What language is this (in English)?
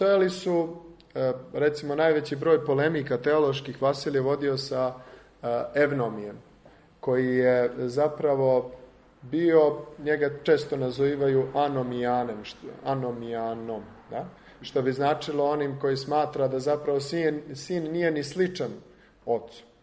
Serbian